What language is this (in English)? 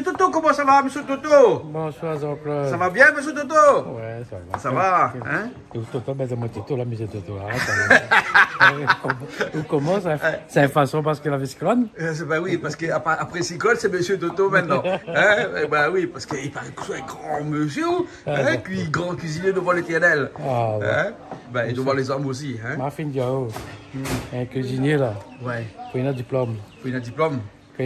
Réunion Creole French